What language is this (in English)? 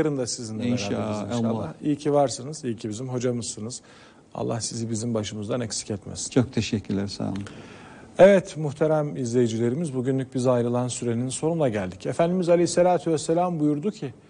Turkish